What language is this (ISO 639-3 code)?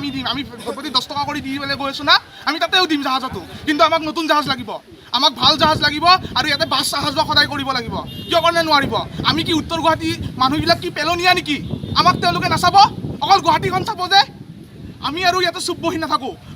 asm